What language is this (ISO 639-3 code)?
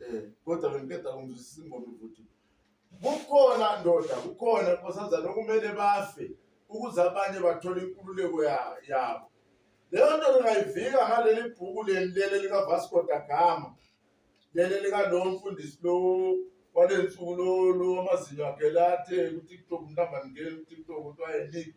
zul